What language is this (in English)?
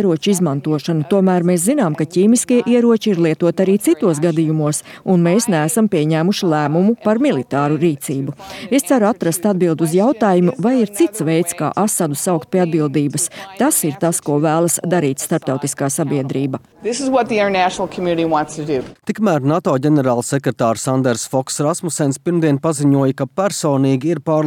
Latvian